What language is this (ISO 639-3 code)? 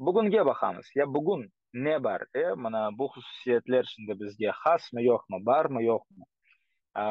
crh